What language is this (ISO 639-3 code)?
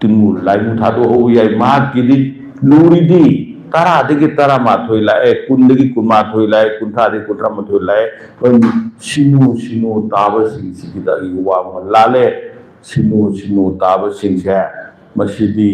mni